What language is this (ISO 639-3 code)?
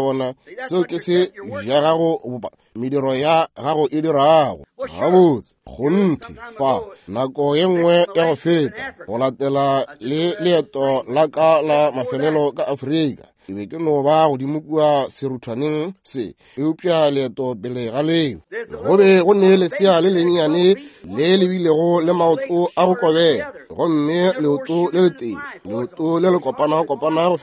nso